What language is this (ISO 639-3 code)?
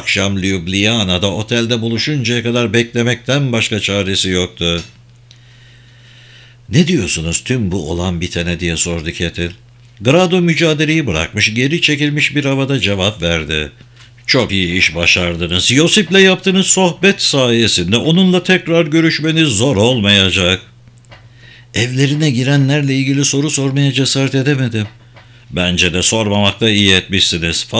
tur